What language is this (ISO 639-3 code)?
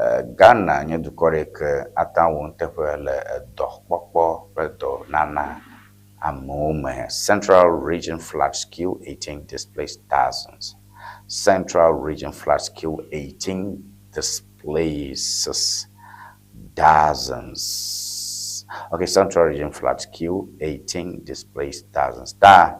ewe